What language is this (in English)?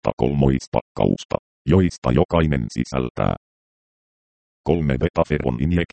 Finnish